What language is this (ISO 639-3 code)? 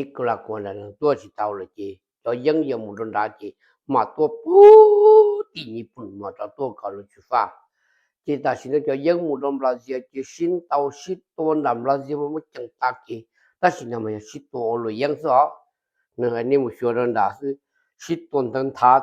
hmn